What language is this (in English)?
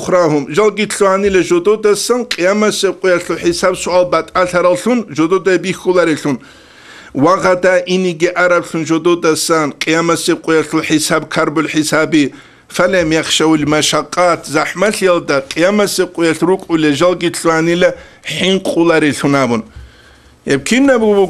Avaric